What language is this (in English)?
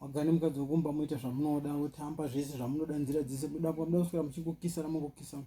Shona